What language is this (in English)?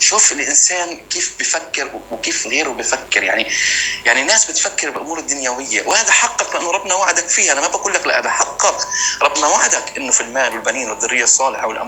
North Levantine Arabic